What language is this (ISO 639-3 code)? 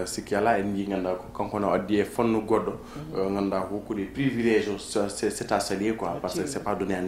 ful